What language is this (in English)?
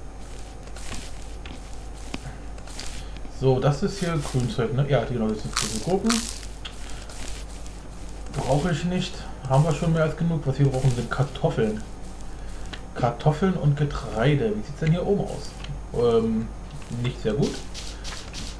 German